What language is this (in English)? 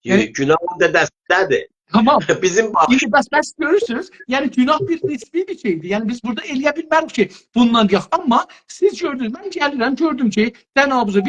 South Azerbaijani